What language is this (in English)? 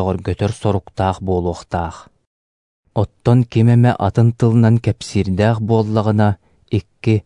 Yakut